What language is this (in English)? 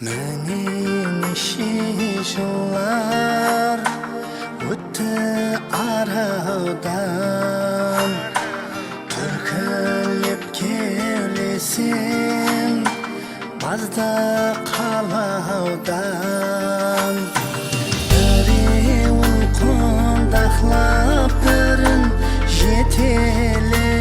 Kara-Kalpak